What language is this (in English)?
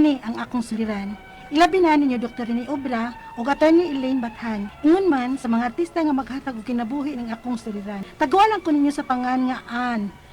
Cebuano